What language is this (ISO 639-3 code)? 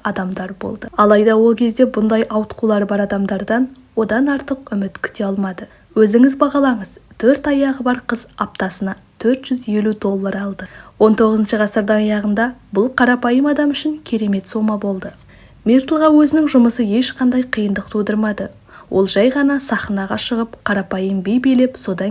kaz